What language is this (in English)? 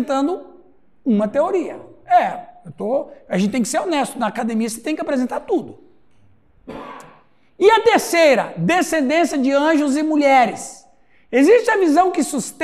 Portuguese